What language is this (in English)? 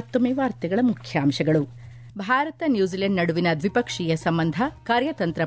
Kannada